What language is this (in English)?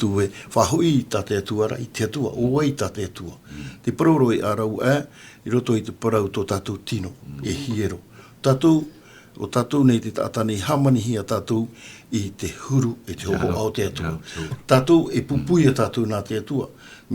Tahitian